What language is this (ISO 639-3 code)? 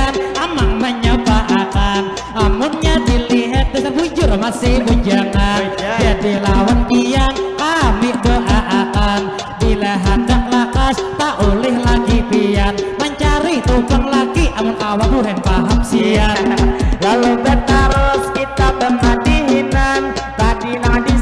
bjn